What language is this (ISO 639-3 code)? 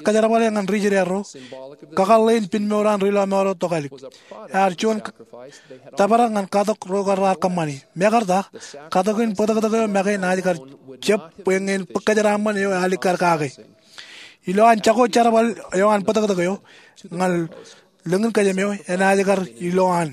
mah